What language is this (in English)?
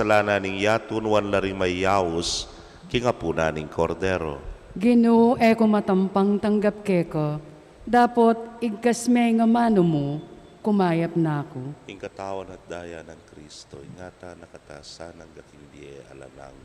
Pampanga